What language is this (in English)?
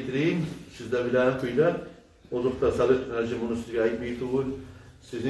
Kumyk